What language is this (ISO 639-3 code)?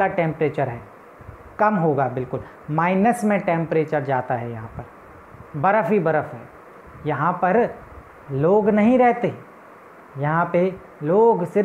hin